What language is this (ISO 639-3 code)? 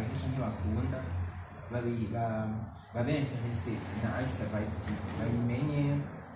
run